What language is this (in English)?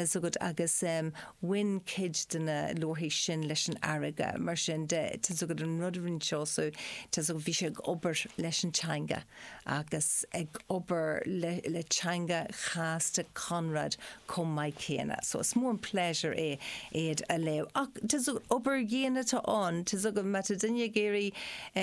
Irish